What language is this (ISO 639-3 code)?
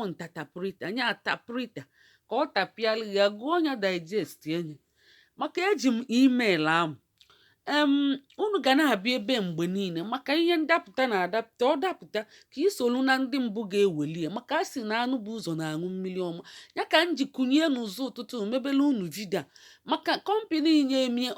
ibo